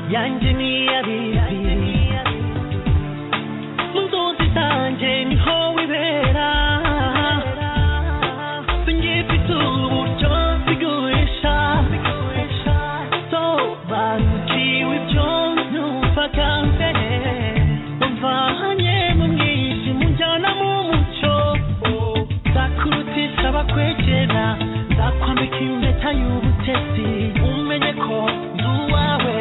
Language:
Kinyarwanda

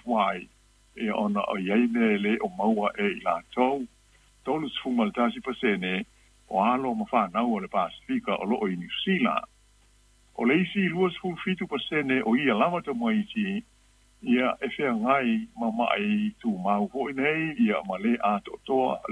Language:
Samoan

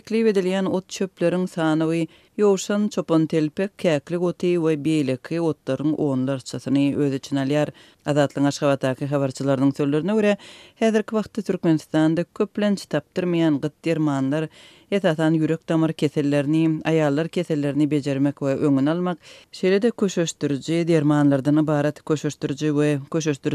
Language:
Turkmen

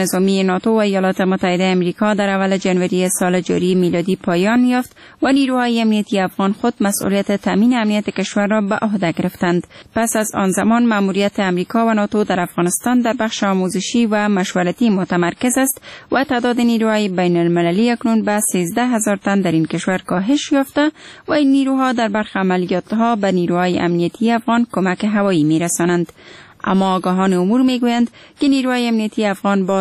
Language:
Persian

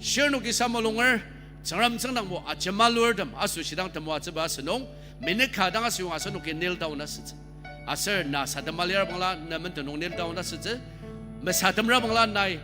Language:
Ao Naga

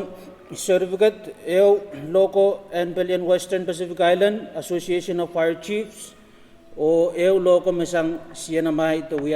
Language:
Pohnpeian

